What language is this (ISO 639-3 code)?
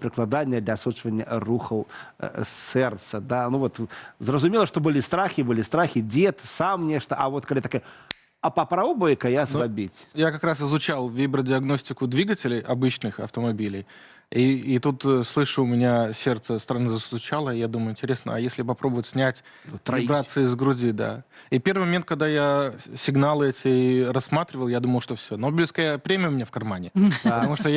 bel